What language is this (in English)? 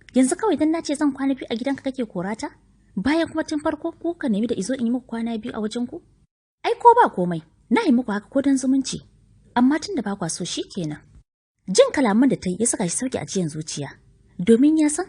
Hausa